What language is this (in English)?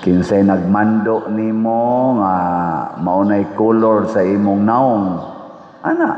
Cebuano